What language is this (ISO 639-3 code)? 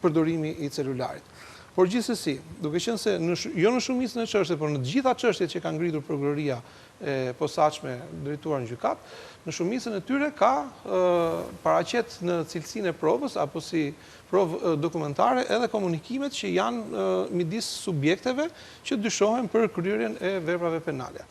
sqi